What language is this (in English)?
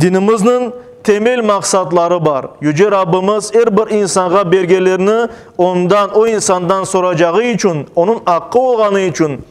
Crimean Tatar